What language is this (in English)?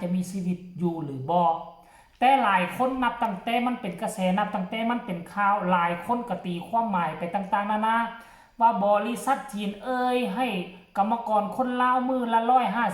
Lao